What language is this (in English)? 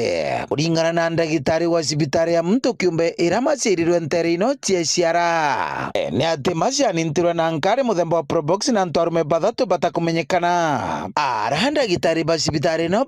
Meru